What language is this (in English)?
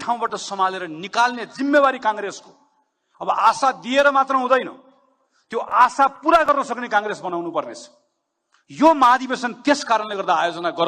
Nepali